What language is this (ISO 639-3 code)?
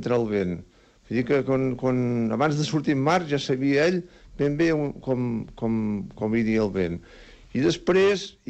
cat